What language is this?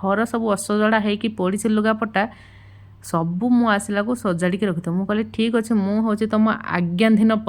Odia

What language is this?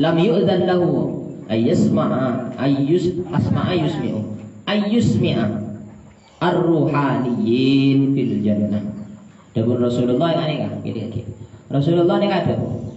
Madurese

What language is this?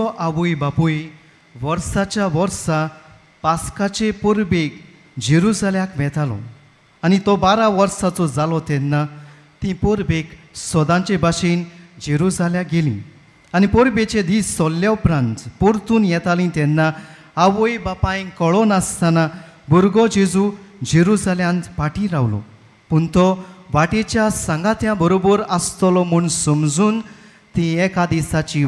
Konkani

